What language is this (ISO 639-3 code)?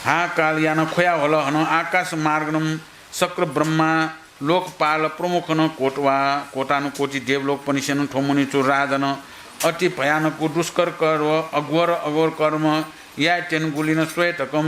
new